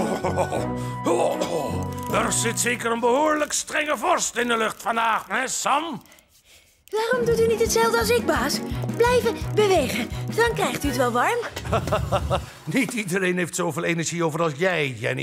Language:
Dutch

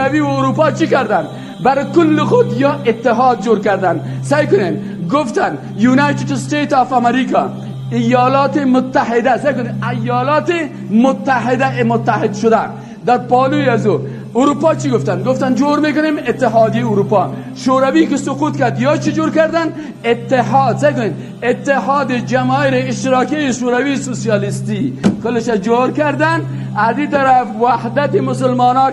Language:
Persian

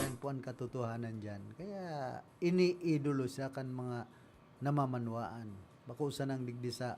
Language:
Bikol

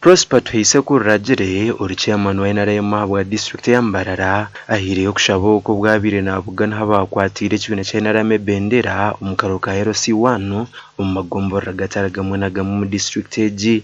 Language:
Nyankole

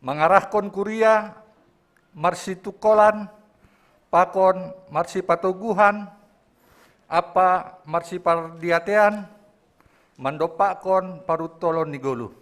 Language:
Batak Simalungun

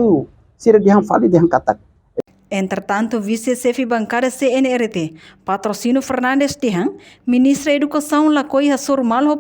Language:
Tetum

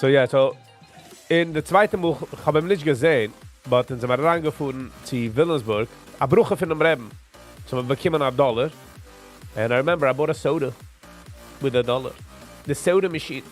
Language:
Yiddish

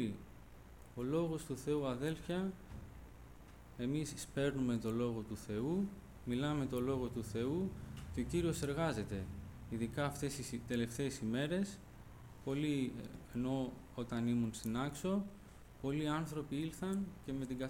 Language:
Greek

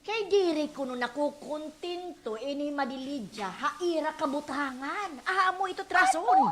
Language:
Waray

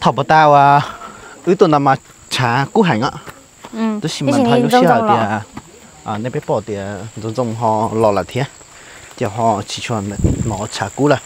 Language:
Hmong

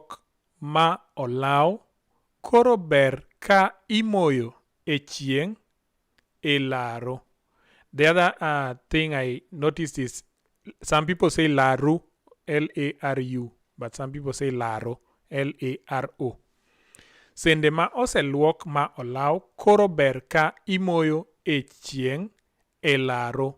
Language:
Luo (Kenya and Tanzania)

